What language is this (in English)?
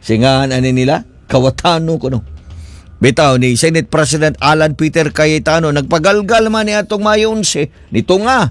Cebuano